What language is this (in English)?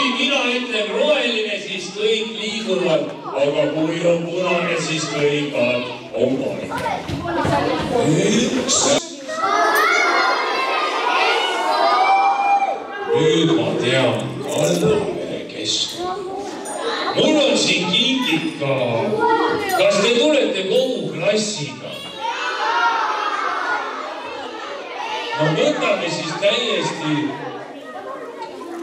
Estonian